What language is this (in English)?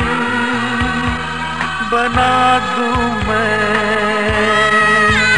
Hindi